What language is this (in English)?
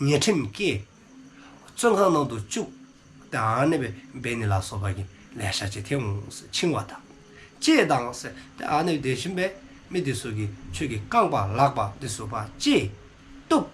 Dzongkha